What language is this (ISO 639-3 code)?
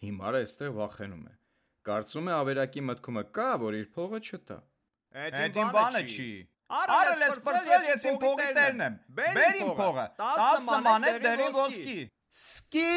hye